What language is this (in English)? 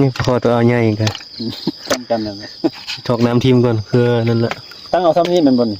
Northeastern Thai